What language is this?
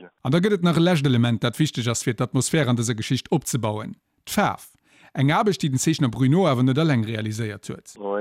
Luxembourgish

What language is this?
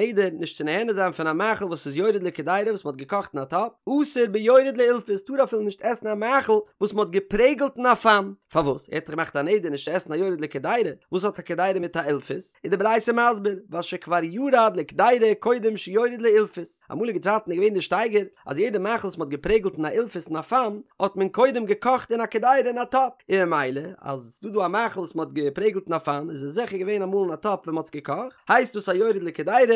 Yiddish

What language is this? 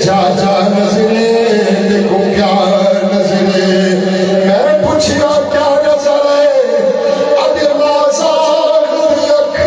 Saraiki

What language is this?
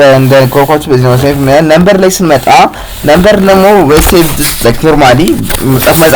Amharic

